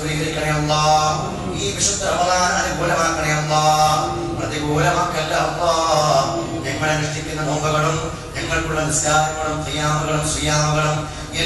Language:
Malayalam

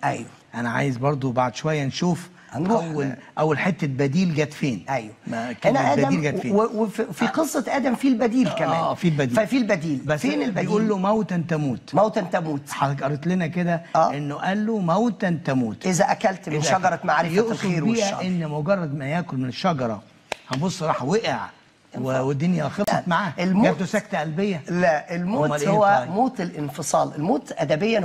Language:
Egyptian Arabic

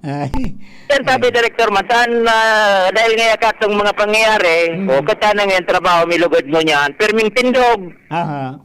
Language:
Bikol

